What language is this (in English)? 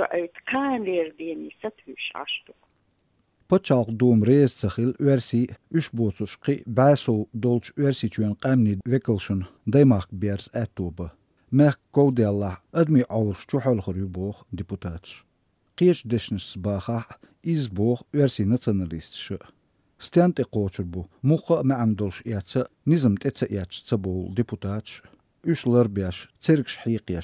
Chechen